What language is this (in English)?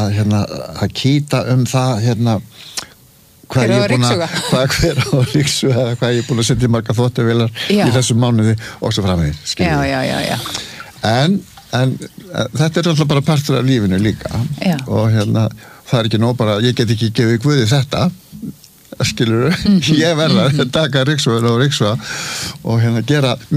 Icelandic